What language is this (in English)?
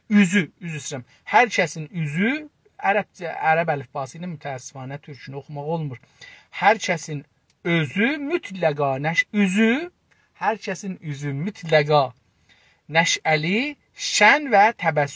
South Azerbaijani